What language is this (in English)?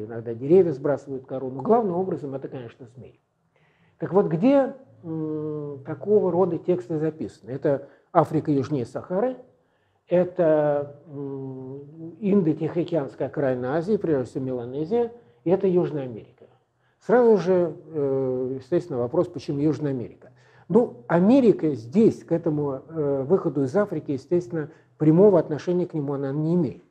Russian